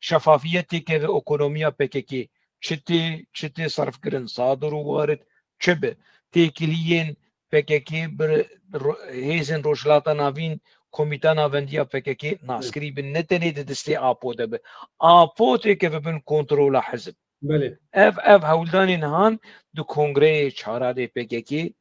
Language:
Kurdish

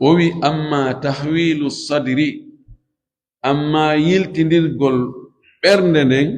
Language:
Fula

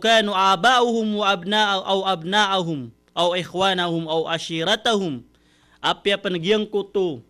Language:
Maranao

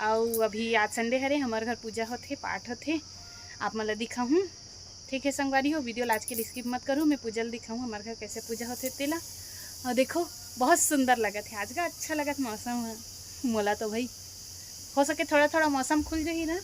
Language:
Chhattisgarhi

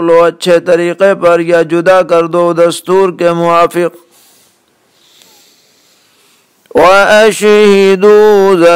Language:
Urdu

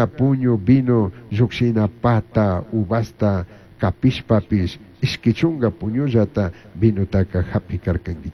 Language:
Chimborazo Highland Quichua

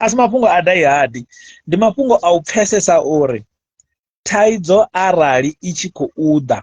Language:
Venda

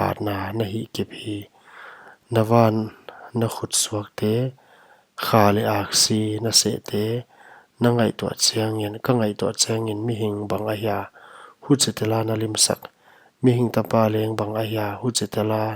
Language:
Paite Chin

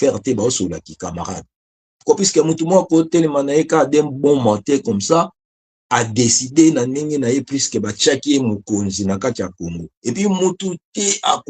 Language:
Lingala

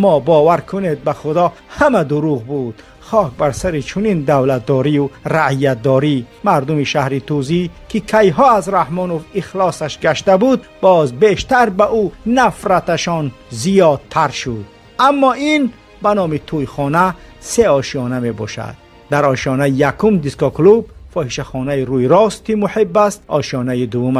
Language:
Tajik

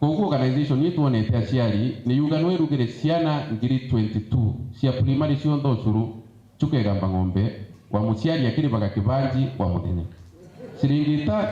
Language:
Meru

